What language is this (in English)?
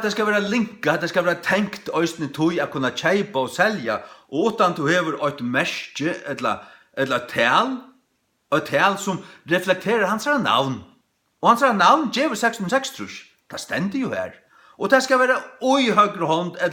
Faroese